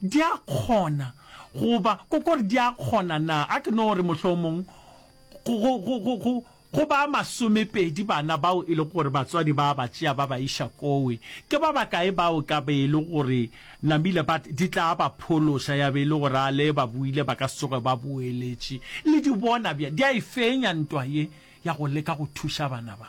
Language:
Northern Sotho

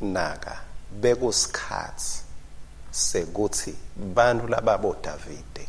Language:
Swati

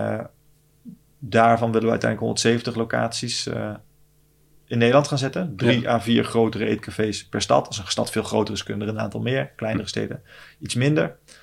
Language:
Dutch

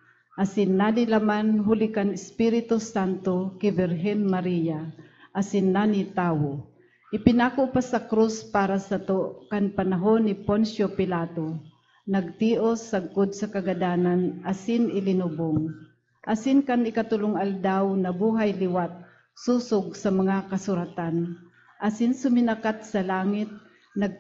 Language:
Bikol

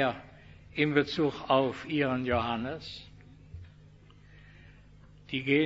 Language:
German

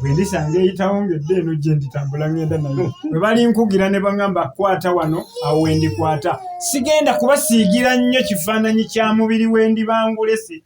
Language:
Ganda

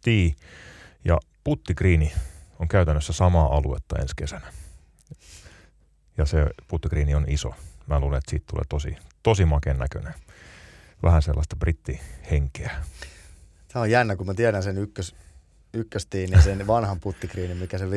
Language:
Finnish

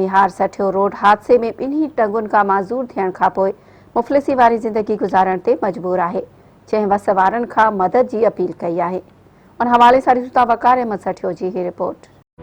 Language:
Sindhi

